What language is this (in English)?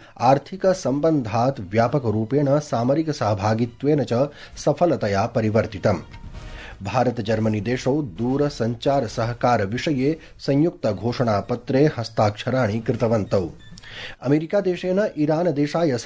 Sanskrit